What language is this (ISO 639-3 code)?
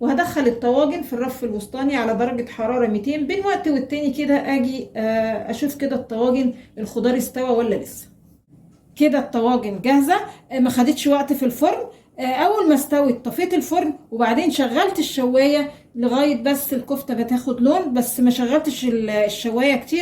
arz